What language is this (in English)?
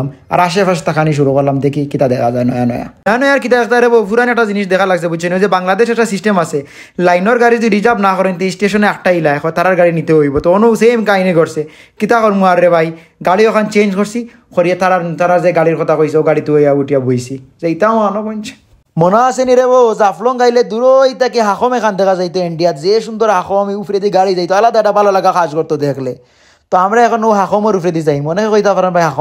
Sylheti